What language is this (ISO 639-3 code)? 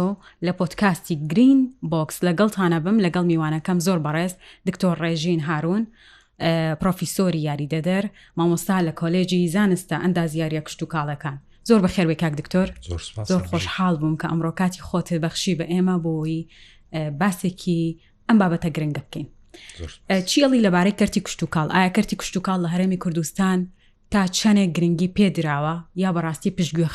ckb